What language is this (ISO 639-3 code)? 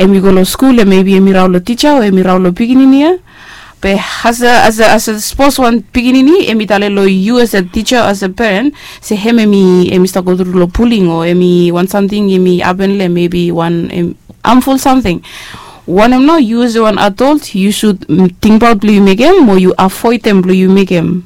bis